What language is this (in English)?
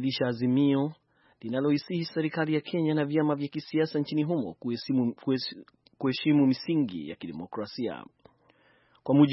Swahili